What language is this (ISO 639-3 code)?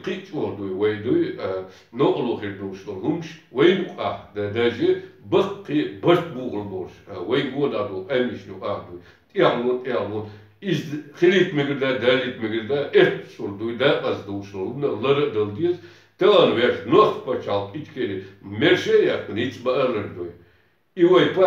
che